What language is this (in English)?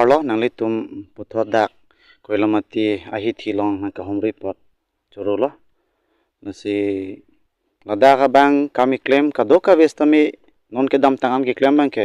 Karbi